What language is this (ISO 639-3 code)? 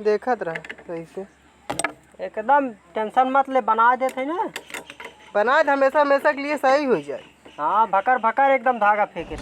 awa